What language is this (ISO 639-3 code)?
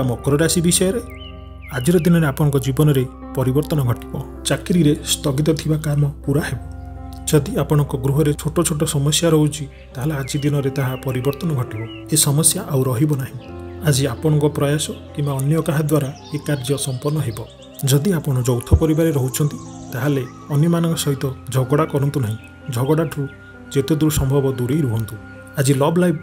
ori